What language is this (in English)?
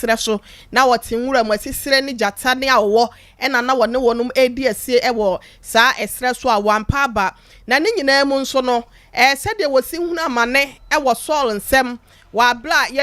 Akan